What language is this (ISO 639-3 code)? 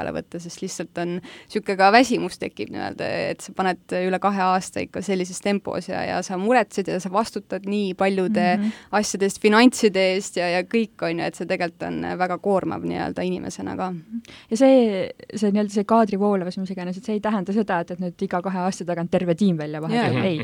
est